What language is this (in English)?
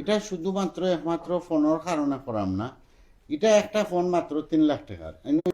Sylheti